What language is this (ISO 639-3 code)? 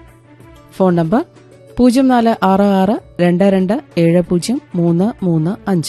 mal